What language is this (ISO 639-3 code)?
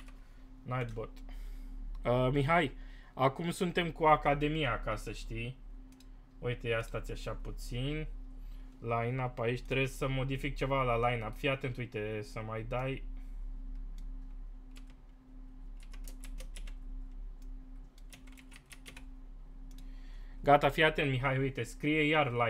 ron